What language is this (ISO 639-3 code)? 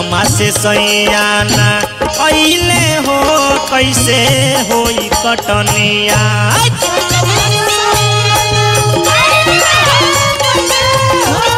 bho